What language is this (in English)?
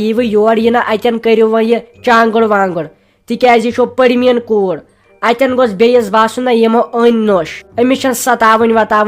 Kashmiri